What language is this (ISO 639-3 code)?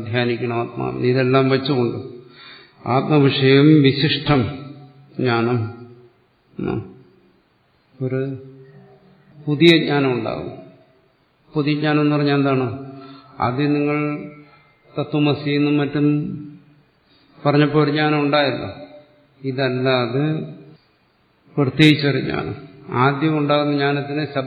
mal